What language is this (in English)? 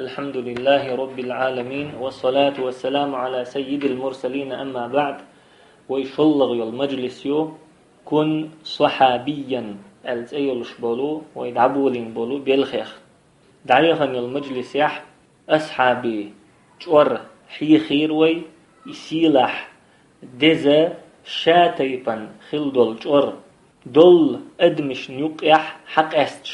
Chechen